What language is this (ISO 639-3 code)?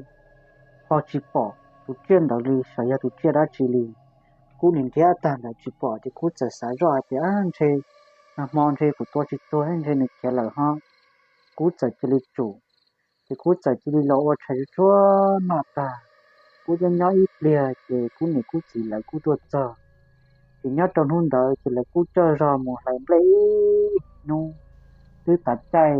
hmn